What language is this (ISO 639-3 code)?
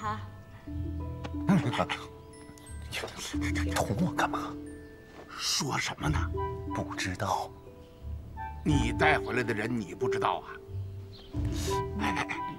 zho